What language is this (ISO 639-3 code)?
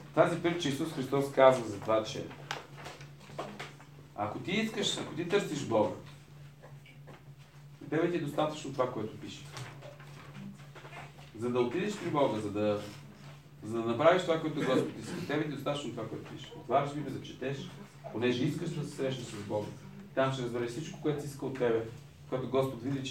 bul